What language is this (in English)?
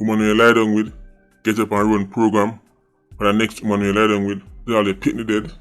Jamaican Creole English